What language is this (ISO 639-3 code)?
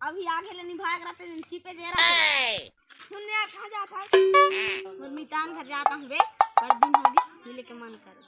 hne